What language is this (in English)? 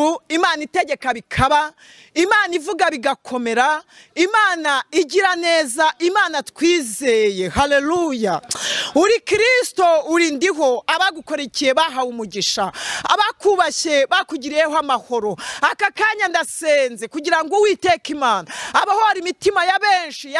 Kinyarwanda